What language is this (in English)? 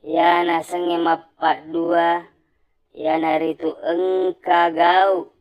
Buginese